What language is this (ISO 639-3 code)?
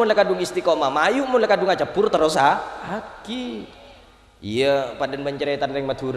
mad